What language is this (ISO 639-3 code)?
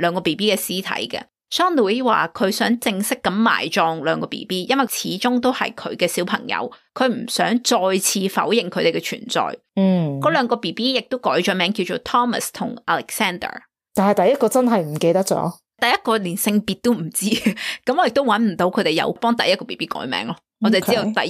yue